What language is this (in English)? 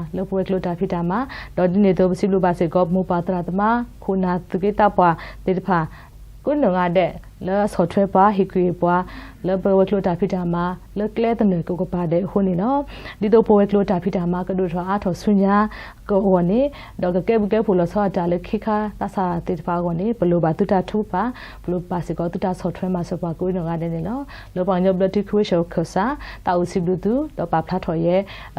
S'gaw Karen